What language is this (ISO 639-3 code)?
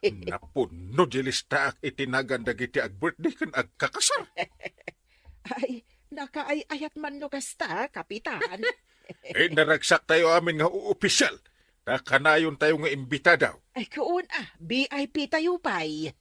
ilo